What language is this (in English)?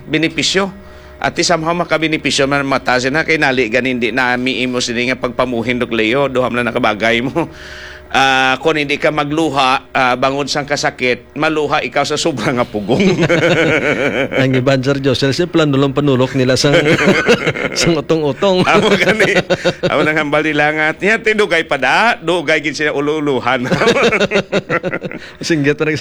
Hiligaynon